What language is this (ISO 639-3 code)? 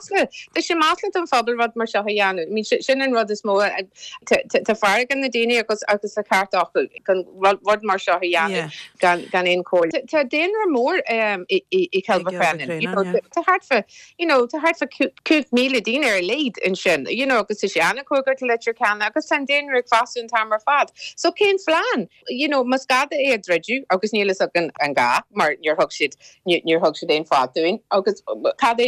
gle